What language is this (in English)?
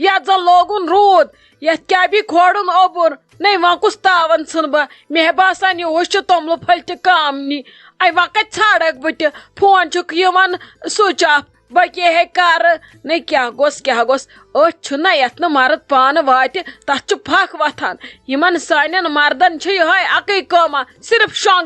Kashmiri